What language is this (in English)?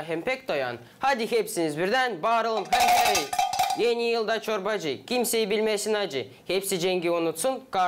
Gagauz